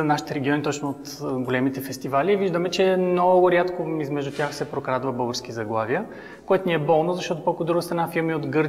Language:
Bulgarian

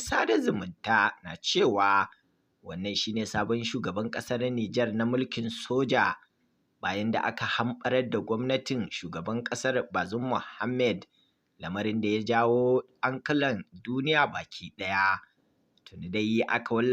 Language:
Hausa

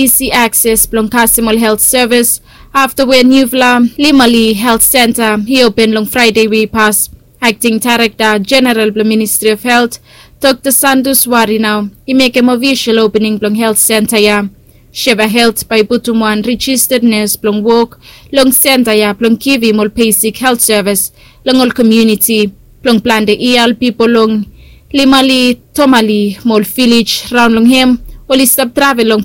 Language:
Bislama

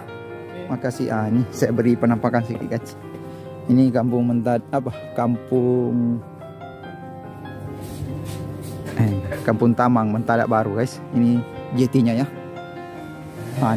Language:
Malay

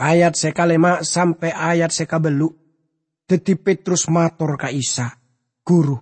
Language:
Madurese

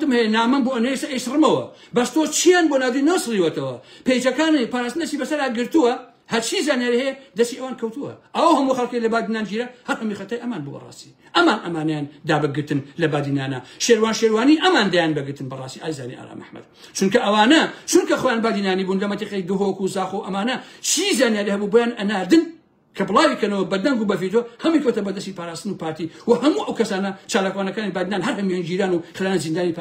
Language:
Central Kurdish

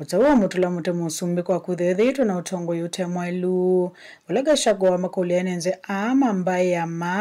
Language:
Kamba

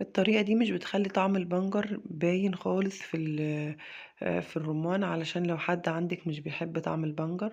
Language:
Egyptian Arabic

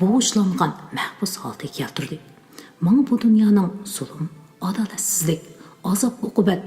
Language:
Uyghur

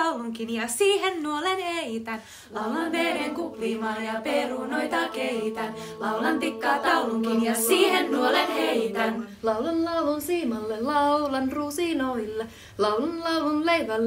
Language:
Finnish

